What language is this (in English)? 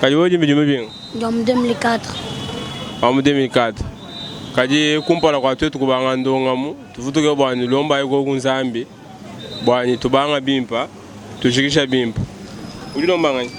Luba-Lulua